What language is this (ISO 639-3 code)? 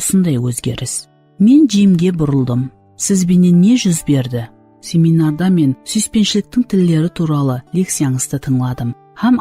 kaa